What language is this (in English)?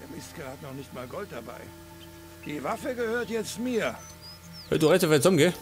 Bavarian